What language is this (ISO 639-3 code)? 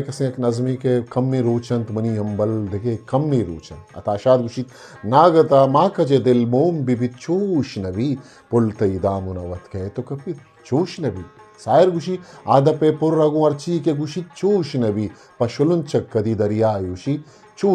bgp